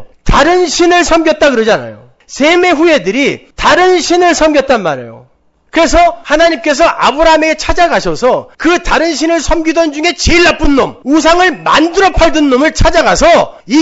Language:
Korean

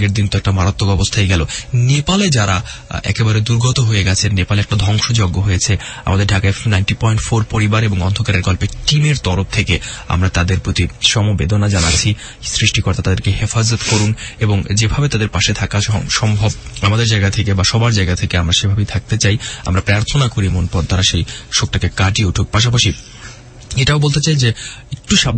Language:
Bangla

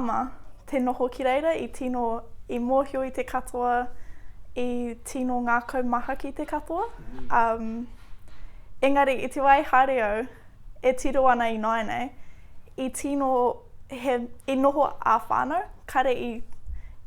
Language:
Māori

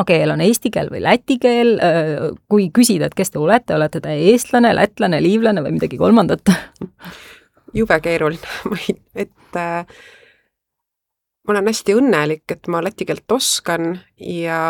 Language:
Estonian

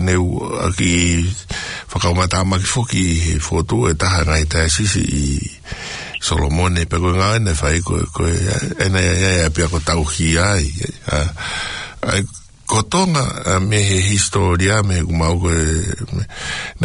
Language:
Tongan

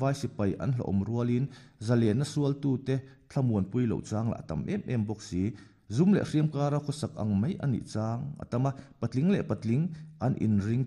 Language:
Mizo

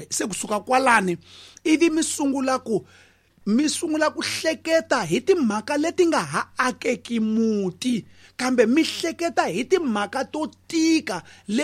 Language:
Tsonga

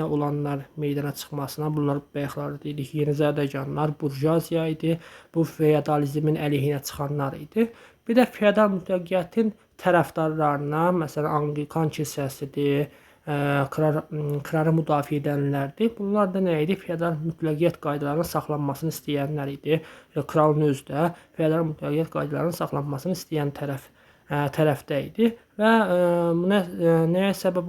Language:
Azerbaijani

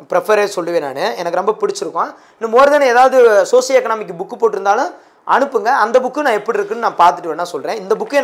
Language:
Tamil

